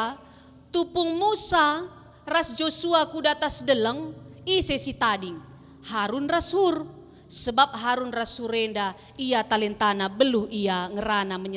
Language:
Batak Karo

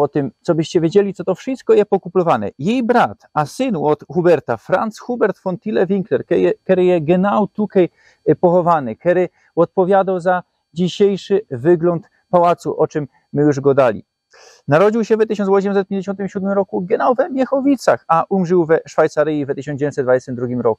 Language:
Silesian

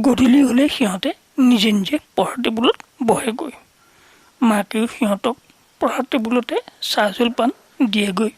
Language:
Assamese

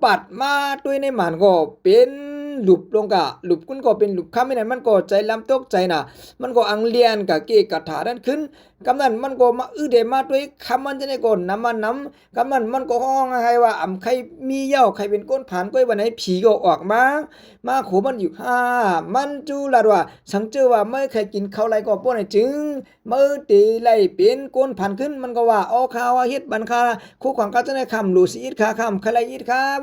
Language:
Shan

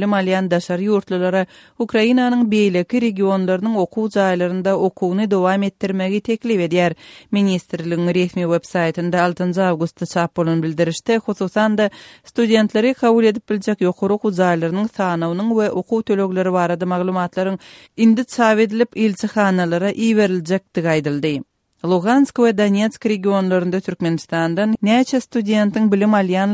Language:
Kyrgyz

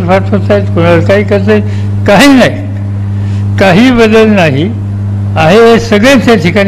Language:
Marathi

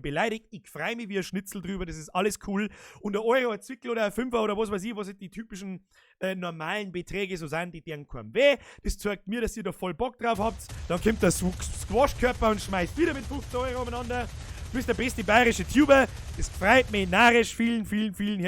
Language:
Bavarian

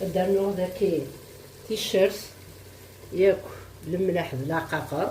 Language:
Kabyle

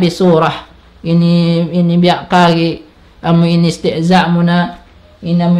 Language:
Tausug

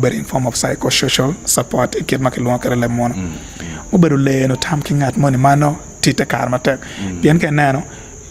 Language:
Acoli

